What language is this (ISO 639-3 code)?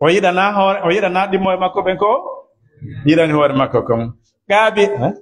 ful